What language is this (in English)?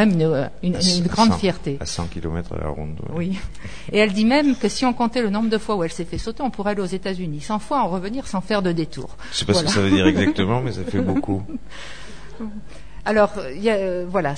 French